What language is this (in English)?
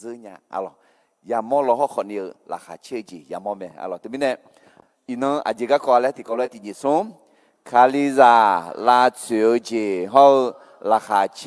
Akha